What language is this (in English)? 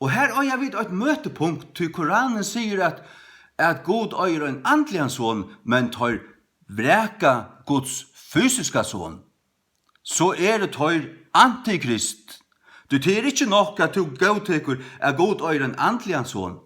Faroese